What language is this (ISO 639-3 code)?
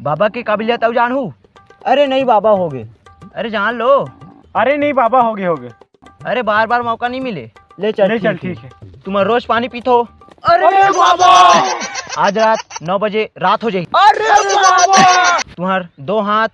hne